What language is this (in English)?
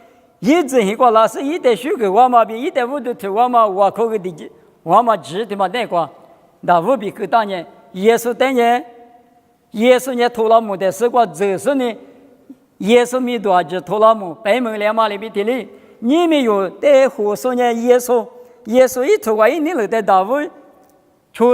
Lisu